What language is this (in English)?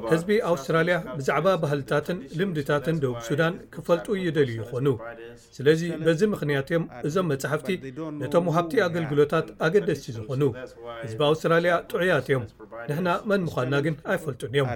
Tigrinya